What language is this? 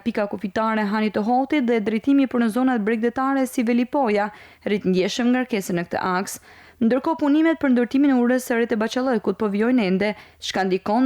Albanian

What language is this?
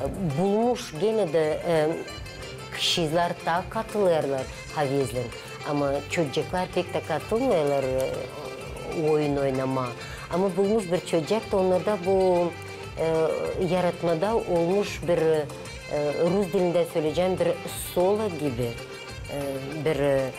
Gagauz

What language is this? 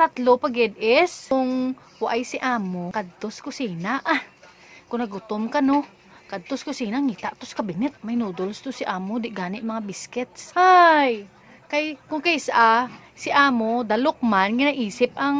Hiligaynon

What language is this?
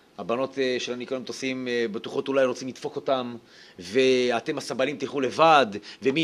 Hebrew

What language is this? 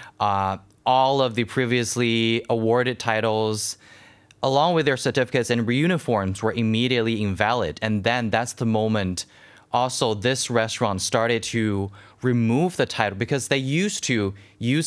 English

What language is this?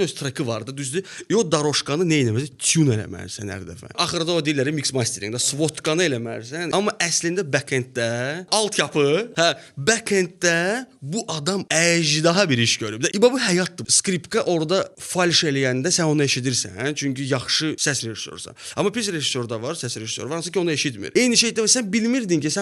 Azerbaijani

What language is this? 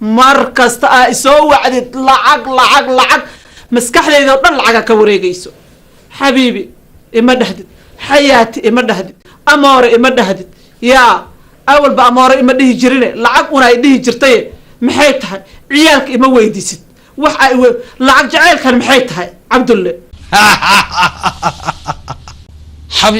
Somali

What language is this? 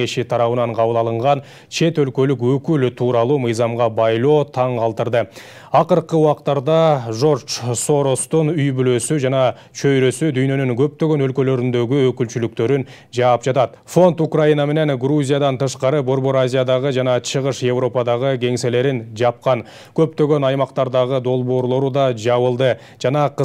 Kyrgyz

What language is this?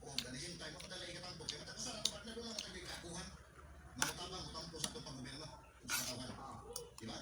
Cebuano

